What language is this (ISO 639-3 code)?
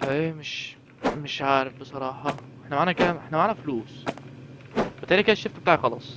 arz